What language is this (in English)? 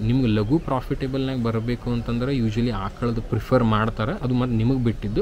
Kannada